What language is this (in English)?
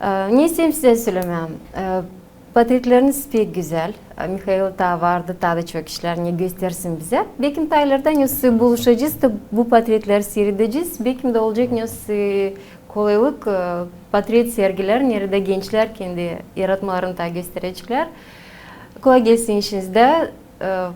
Gagauz